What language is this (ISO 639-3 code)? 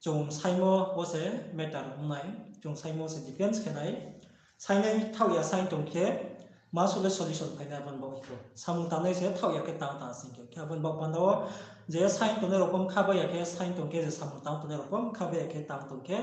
ria